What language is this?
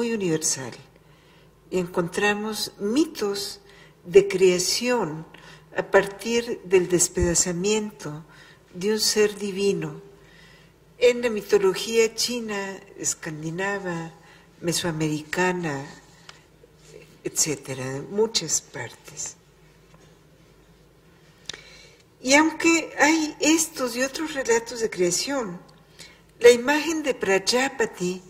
Spanish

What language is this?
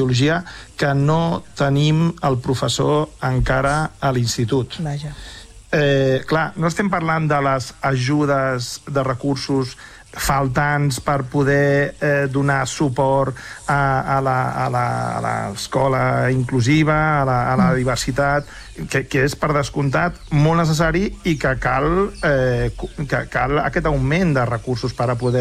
Catalan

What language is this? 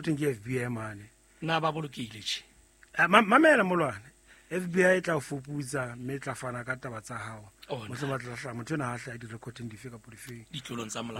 Southern Sotho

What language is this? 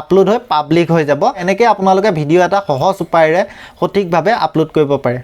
Assamese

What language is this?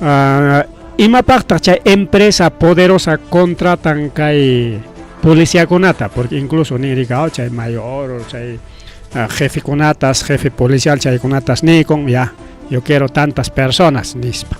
Ayacucho Quechua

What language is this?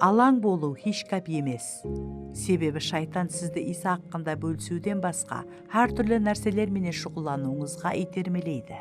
Kara-Kalpak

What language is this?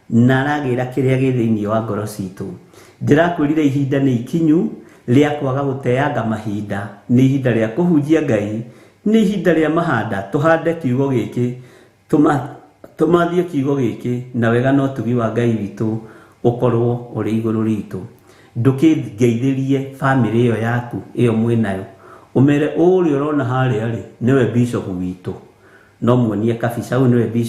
Kikuyu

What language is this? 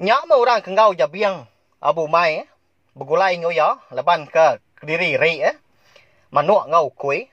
Iban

